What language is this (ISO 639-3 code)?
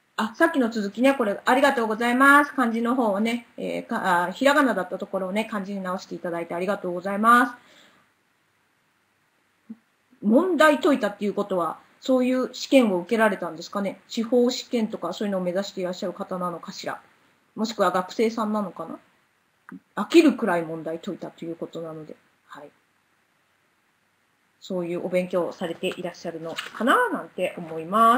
jpn